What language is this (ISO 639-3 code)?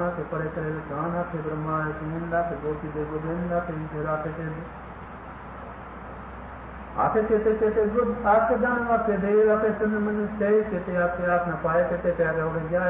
hin